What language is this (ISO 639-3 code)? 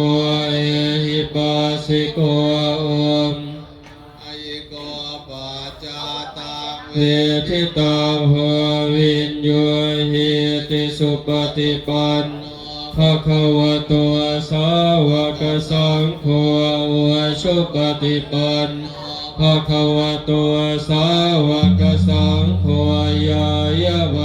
pli